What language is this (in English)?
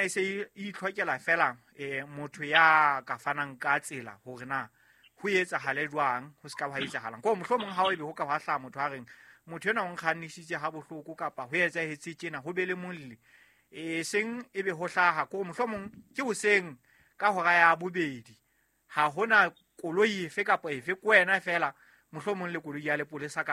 Southern Sotho